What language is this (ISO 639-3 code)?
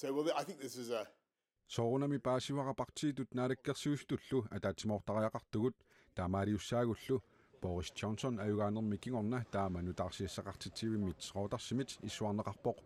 kal